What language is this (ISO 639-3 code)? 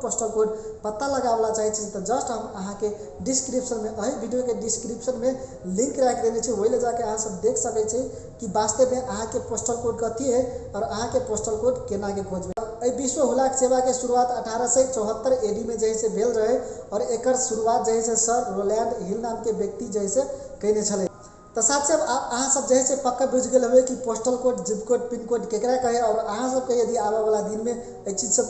mai